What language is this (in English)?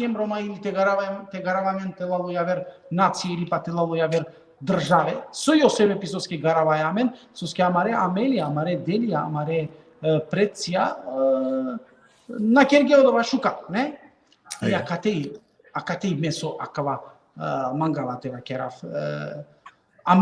Balkan Romani